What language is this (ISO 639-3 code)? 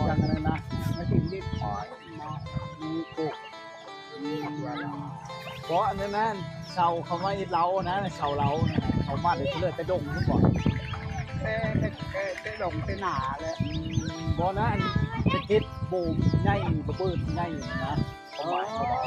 lao